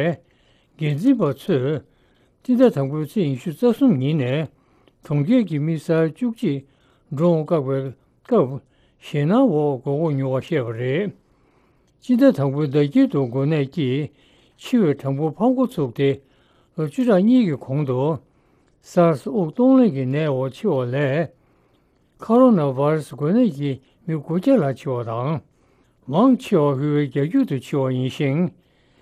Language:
Tibetan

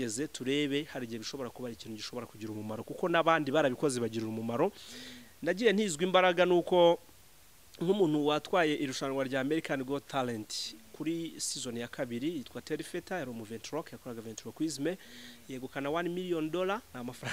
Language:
Kinyarwanda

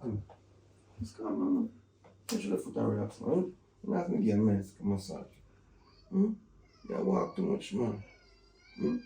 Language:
Jamaican Creole English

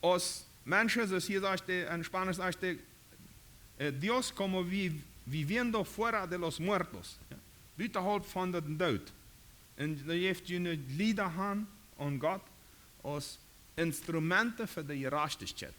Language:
Plautdietsch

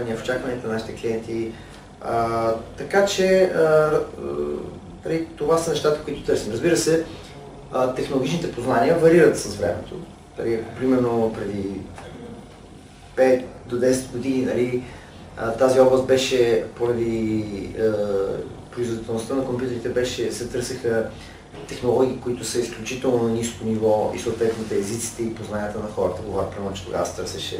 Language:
Bulgarian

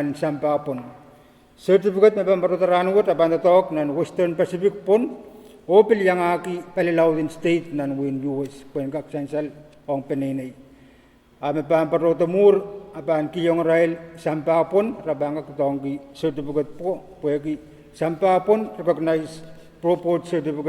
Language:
Pohnpeian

